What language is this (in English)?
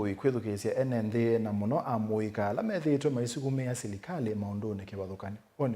Kamba